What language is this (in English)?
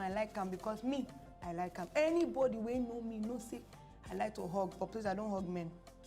Nigerian Pidgin